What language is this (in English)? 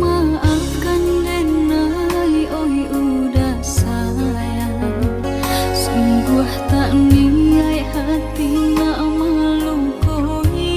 Minangkabau